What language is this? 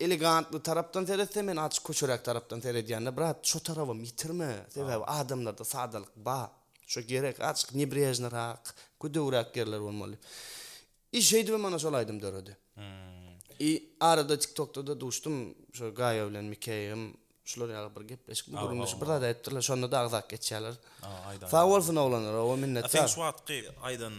Turkmen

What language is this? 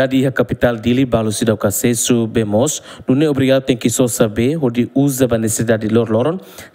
Tetum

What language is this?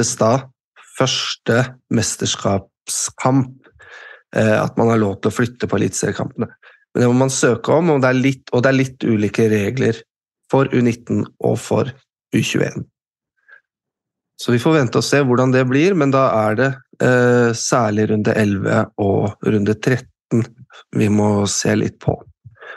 Norwegian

